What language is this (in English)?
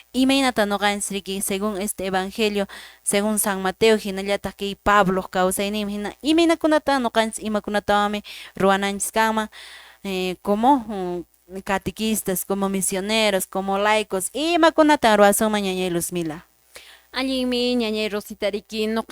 Quechua